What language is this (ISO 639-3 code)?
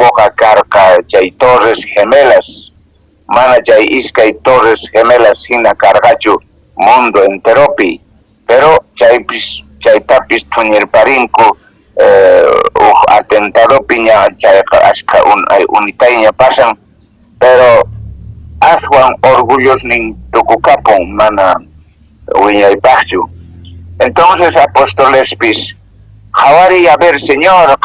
que